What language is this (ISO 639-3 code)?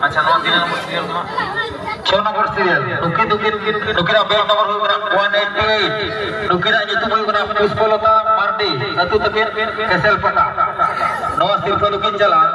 sat